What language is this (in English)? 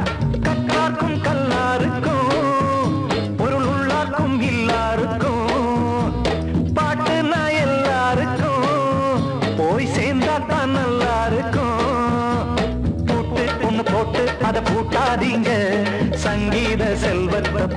Tamil